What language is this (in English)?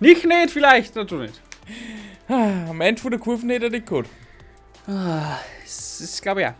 Bavarian